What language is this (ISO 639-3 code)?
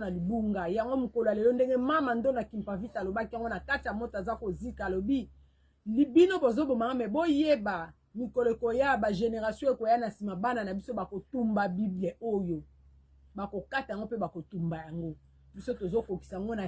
lin